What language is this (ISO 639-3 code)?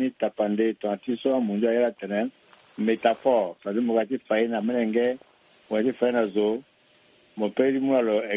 sag